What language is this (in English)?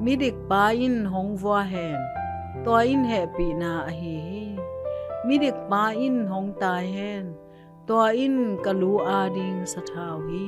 Tedim Chin